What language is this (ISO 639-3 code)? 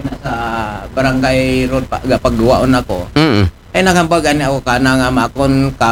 akl